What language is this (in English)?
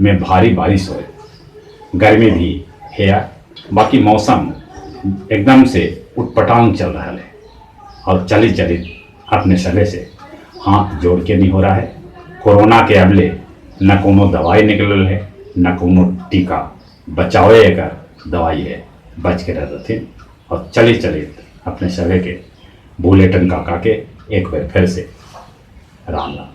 Magahi